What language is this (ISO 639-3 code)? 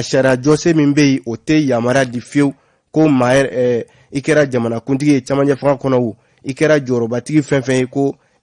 bam